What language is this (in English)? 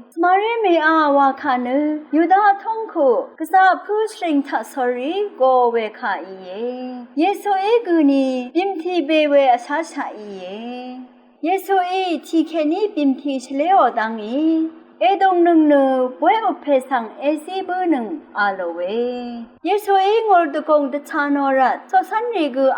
Rawang